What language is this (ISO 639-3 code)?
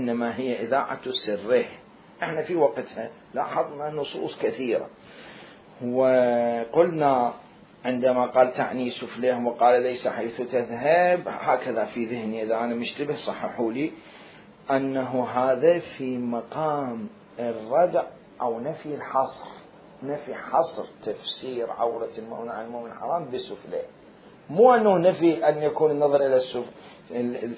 acm